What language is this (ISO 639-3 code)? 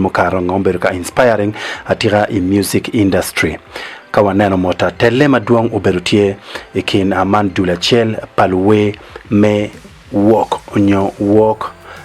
ach